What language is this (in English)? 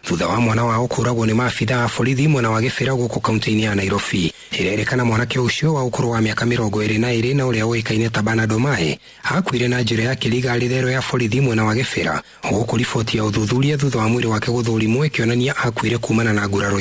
Kikuyu